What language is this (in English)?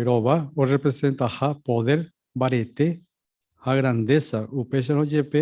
Guarani